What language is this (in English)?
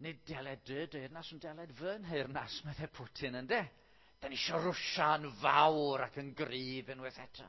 Welsh